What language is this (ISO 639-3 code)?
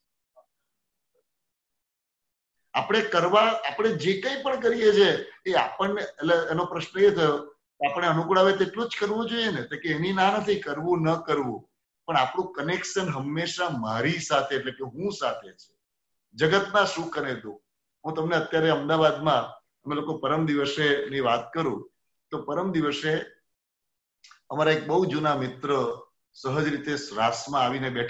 guj